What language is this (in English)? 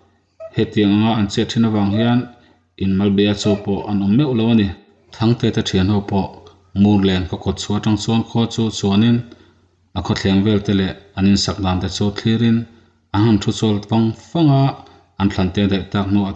Mizo